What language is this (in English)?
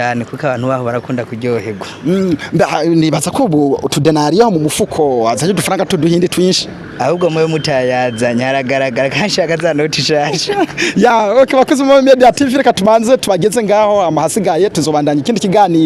Rundi